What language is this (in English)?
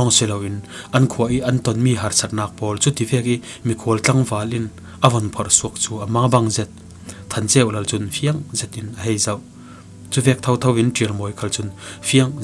Falam Chin